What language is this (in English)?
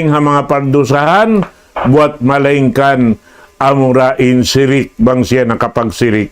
Tausug